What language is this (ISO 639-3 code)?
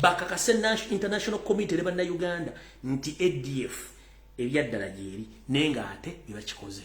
lug